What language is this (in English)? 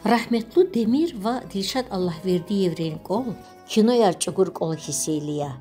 Lezghian